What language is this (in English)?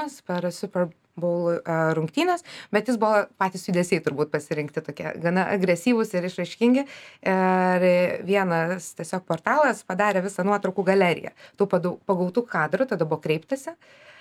Lithuanian